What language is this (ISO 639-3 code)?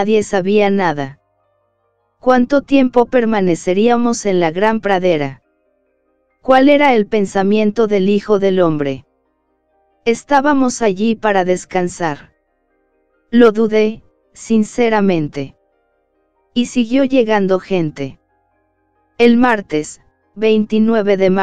spa